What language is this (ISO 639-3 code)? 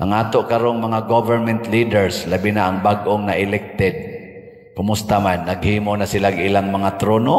ceb